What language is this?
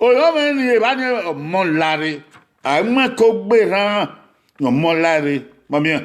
Bini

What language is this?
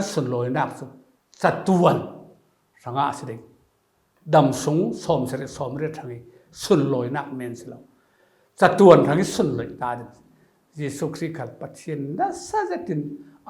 Falam Chin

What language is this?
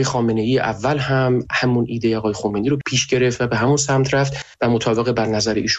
Persian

